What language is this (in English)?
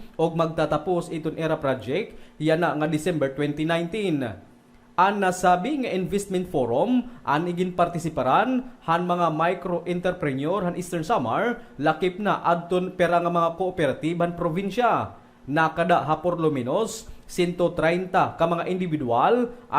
Waray